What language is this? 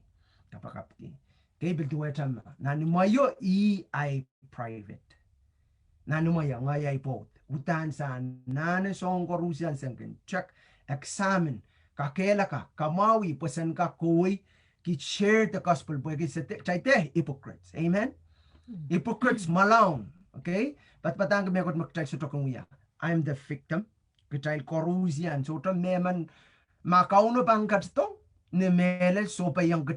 Pohnpeian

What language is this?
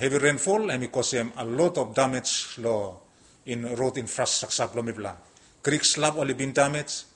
Bislama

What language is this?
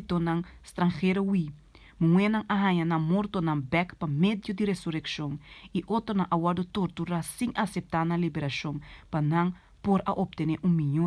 Papiamento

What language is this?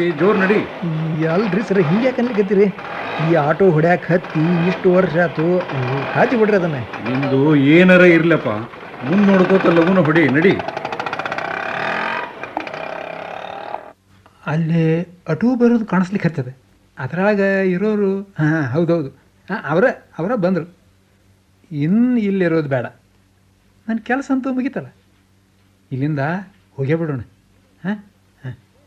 Kannada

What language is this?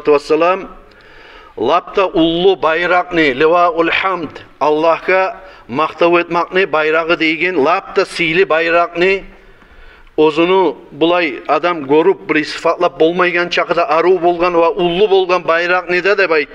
Kumyk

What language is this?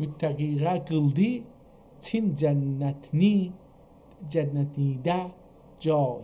South Azerbaijani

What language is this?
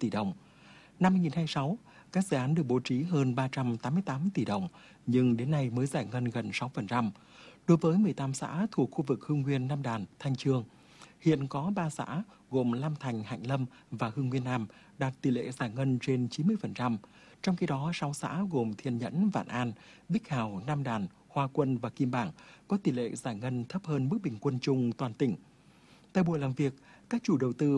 Vietnamese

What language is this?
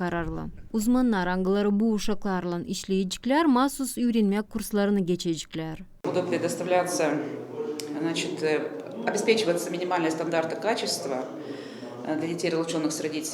Gagauz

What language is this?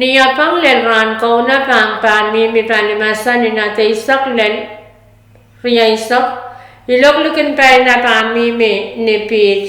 Pohnpeian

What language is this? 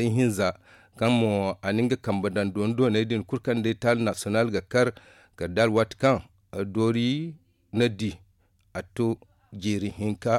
Zarma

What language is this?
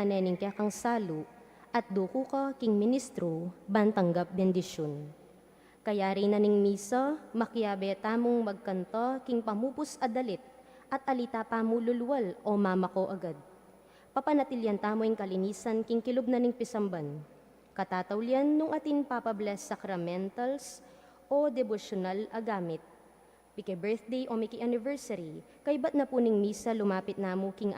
Pampanga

